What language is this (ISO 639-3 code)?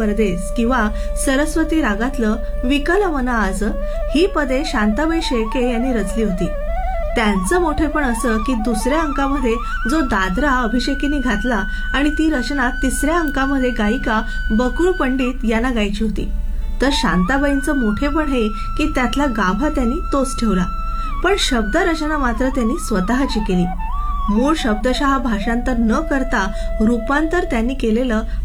mar